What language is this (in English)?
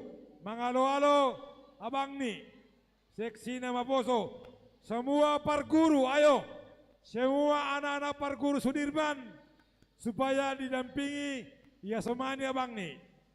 Batak Simalungun